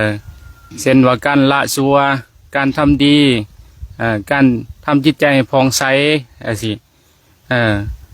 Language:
Lao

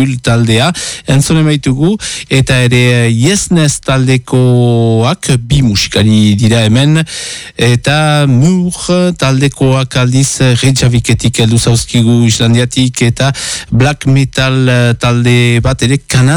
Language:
Basque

